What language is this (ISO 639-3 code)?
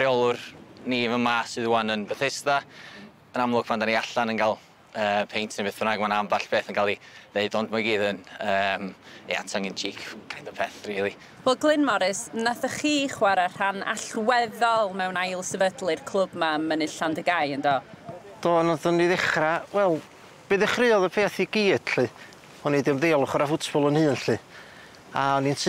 cym